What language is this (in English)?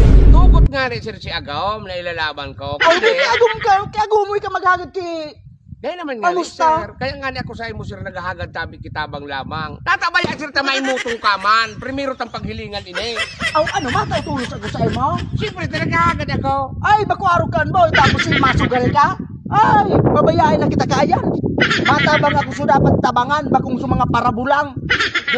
Bikol